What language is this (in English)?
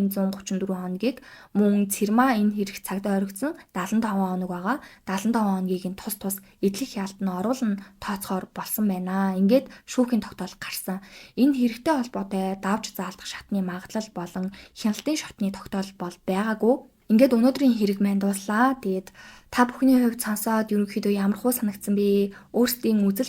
Mongolian